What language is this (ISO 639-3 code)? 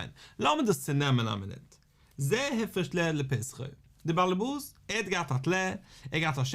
yid